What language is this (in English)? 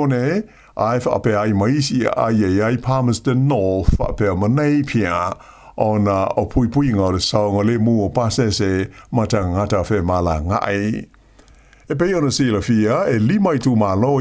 Samoan